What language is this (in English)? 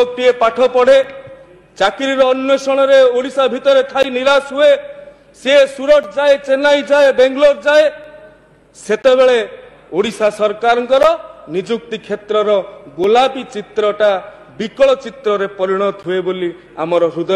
Odia